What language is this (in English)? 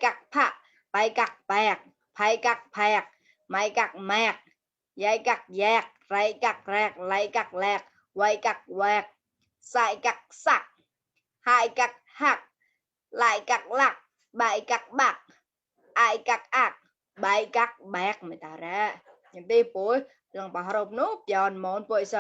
Mon